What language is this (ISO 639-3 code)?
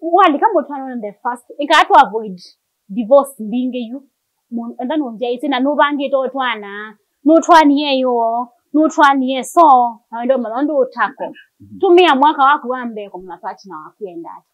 kam